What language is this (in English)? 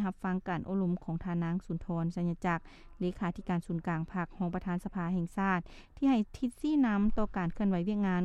Lao